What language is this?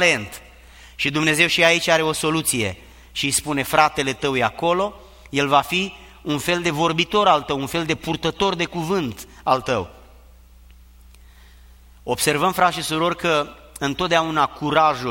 Romanian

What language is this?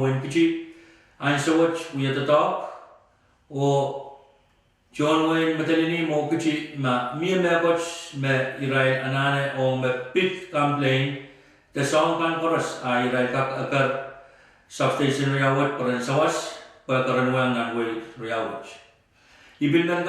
Pohnpeian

